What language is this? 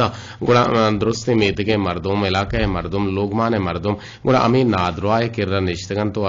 Eastern Balochi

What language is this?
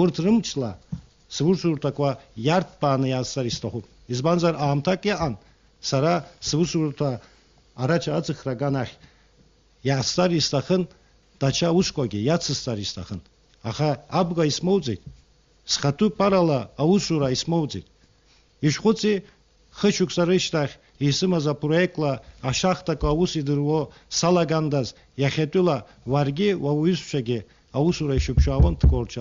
Abkhazian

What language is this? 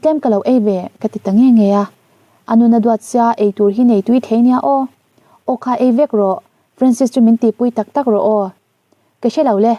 Mizo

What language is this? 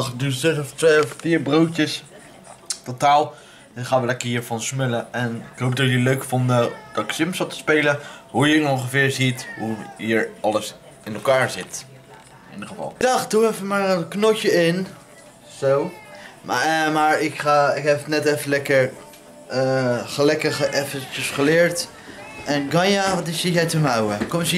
Dutch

